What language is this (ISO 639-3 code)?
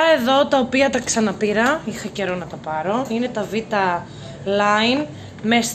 ell